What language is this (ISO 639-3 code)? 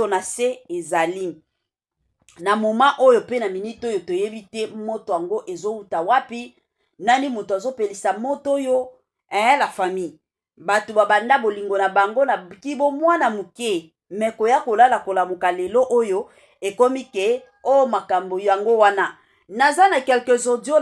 lin